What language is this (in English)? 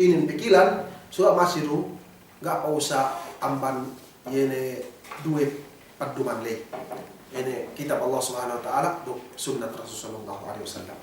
Yakan